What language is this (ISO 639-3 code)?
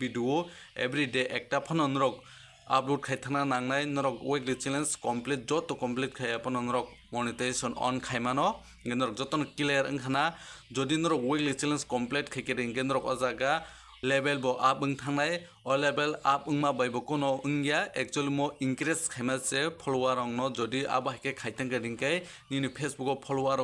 trp